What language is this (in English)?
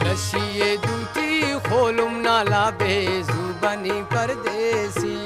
Brahui